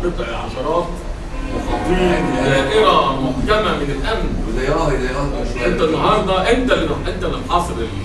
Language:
Egyptian Arabic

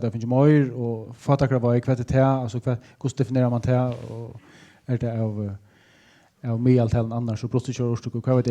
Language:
Faroese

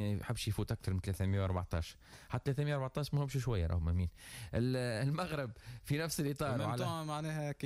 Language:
Tunisian Arabic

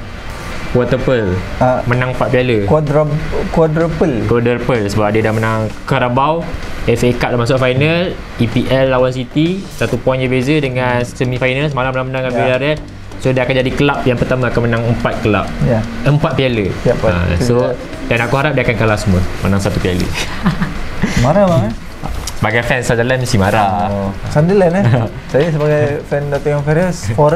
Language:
Malay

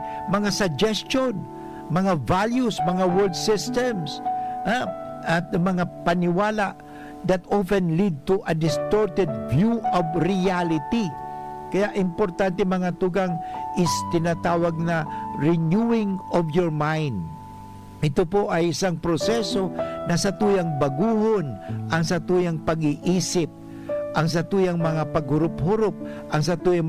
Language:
Bikol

